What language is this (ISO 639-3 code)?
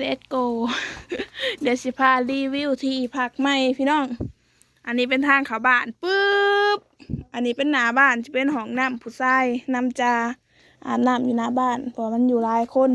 lao